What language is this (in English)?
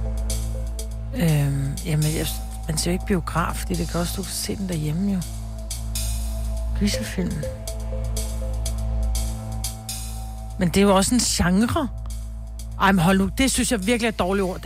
Danish